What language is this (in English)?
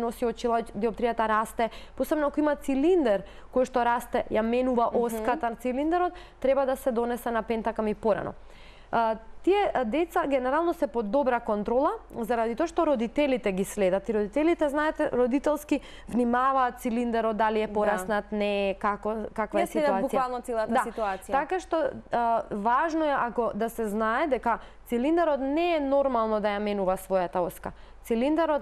Macedonian